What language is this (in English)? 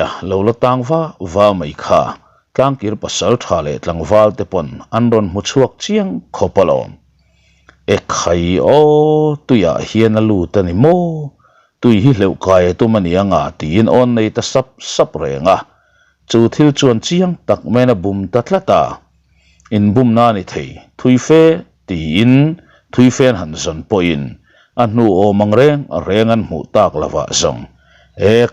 Mizo